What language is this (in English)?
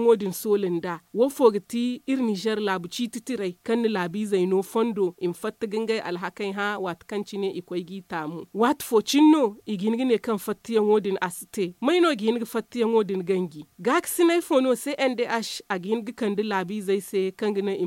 Zarma